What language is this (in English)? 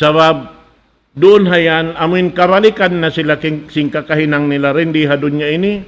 Tausug